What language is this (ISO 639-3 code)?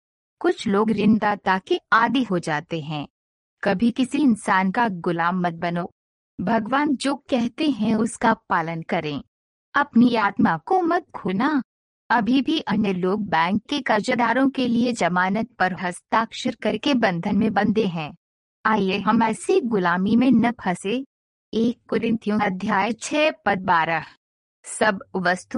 hin